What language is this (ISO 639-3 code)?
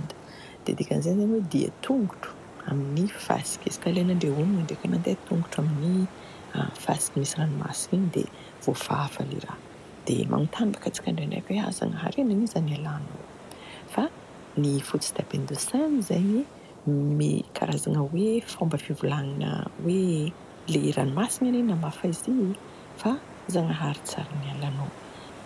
mlg